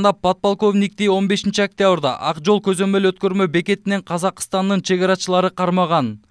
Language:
Kyrgyz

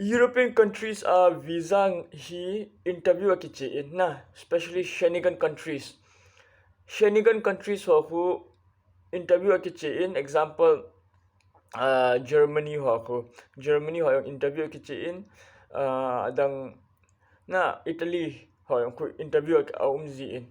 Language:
Thado Chin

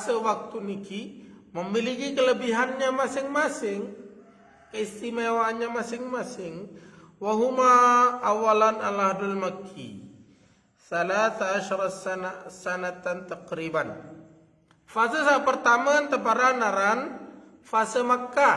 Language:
Sasak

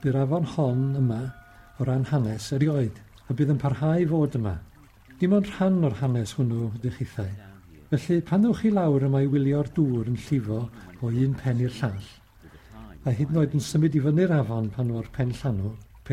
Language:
Welsh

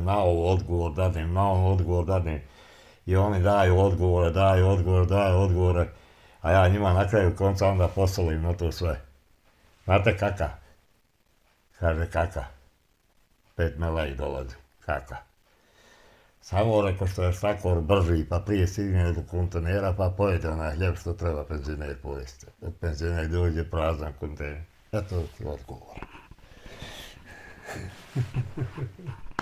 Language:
Bosnian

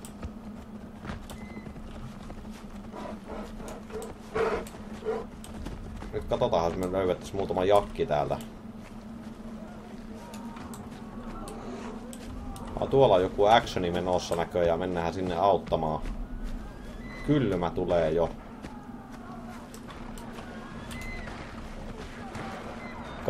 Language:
Finnish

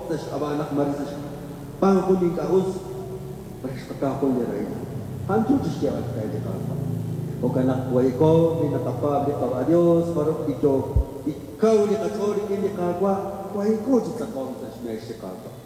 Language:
Kekchí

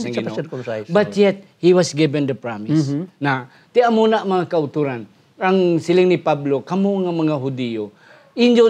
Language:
Hiligaynon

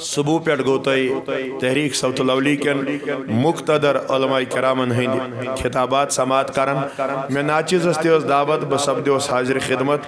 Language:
Kashmiri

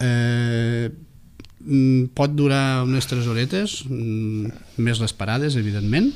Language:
Catalan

